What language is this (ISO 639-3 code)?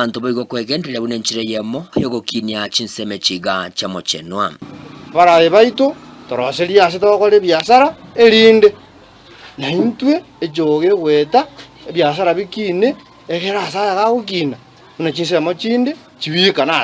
guz